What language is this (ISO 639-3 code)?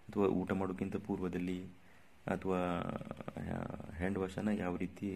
kan